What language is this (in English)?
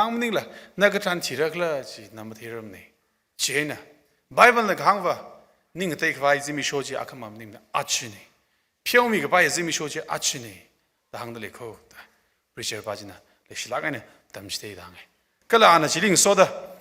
Tangkhul Naga (India)